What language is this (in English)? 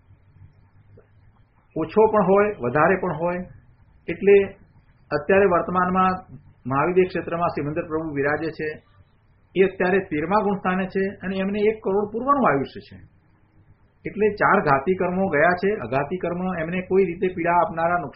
Gujarati